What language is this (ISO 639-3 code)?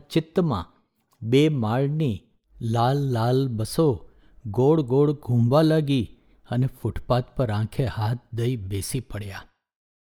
guj